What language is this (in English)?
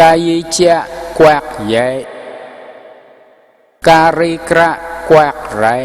Mon